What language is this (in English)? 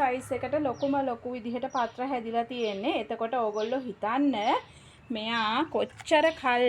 Sinhala